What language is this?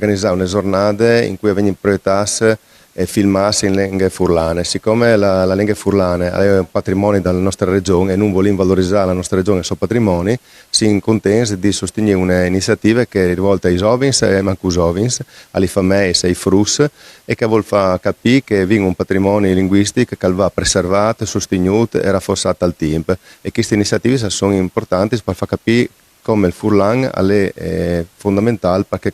Friulian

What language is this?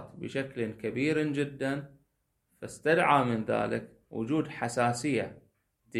Arabic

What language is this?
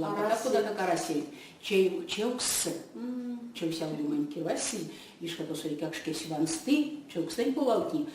Erzya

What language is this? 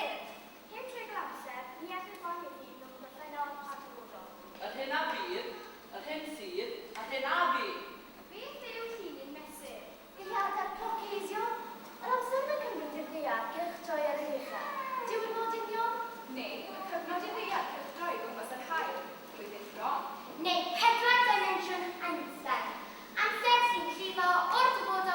Welsh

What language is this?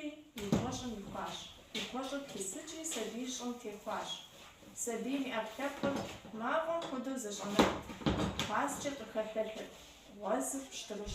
Kabardian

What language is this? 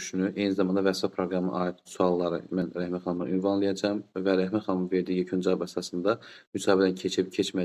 Azerbaijani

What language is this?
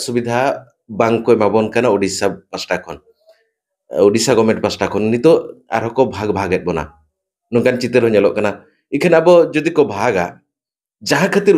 Santali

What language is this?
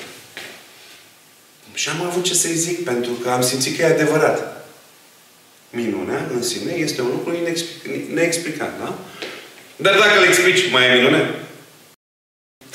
Romanian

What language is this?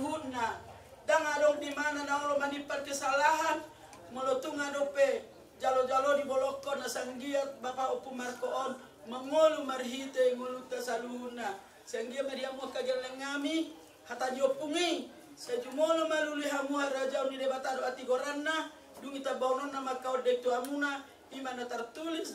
Batak Toba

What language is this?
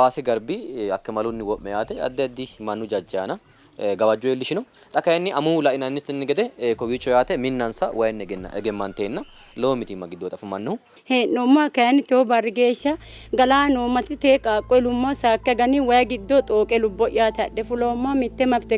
Sidamo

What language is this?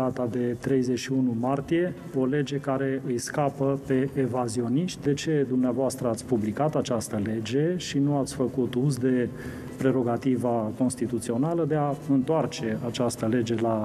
Romanian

